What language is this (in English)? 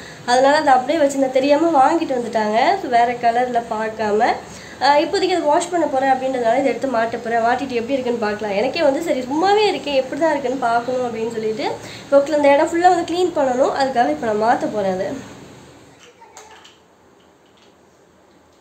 Tamil